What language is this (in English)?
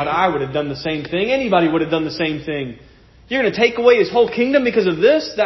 English